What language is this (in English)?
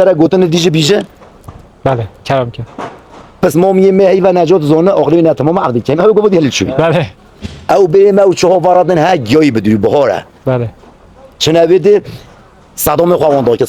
Kurdish